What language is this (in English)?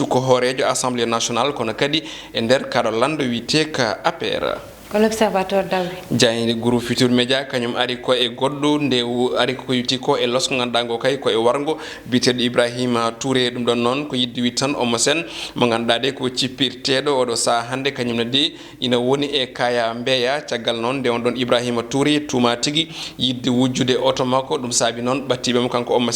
Fula